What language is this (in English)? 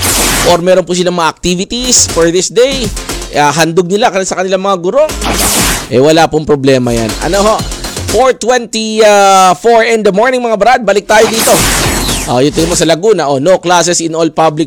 Filipino